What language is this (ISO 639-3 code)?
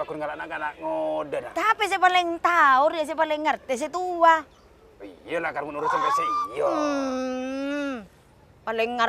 mad